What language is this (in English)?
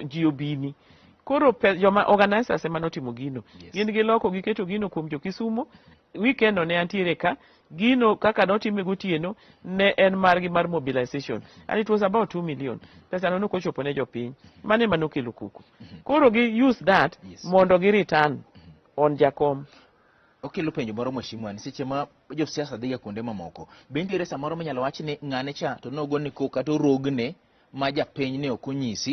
Luo (Kenya and Tanzania)